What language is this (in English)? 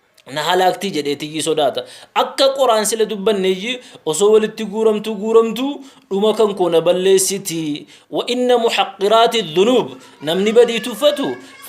Oromo